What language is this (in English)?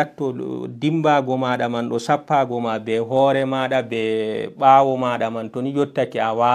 Fula